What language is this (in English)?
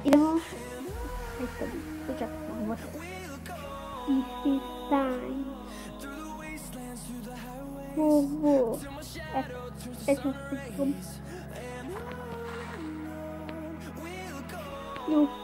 Croatian